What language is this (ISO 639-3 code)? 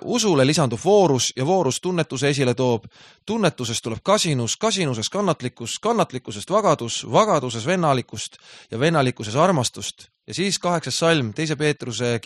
est